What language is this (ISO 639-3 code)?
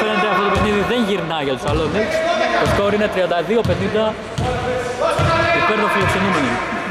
ell